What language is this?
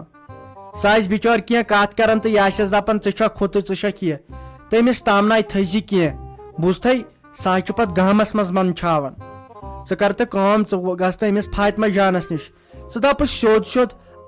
Kashmiri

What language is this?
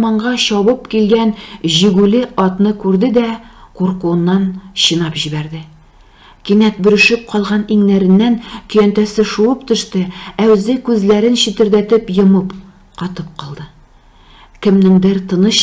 Tatar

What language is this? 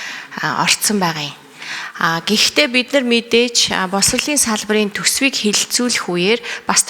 Mongolian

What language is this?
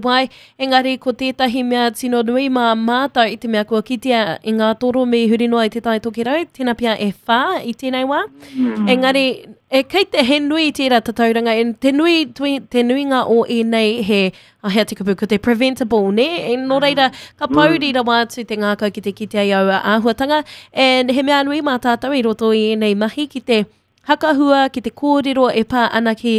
Māori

